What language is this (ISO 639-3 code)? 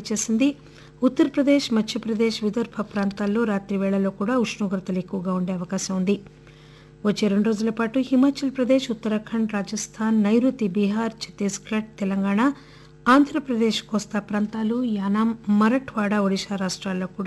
tel